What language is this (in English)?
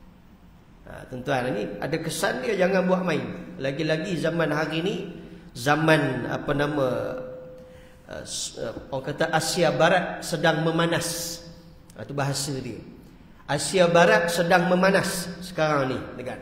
Malay